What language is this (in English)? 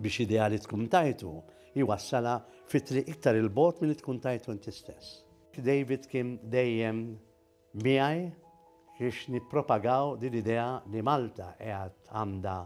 Maltese